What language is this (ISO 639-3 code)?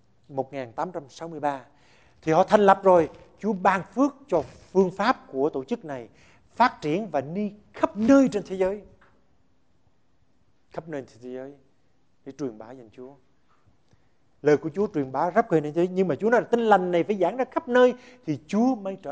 vie